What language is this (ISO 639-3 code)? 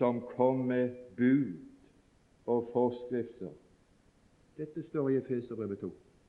nor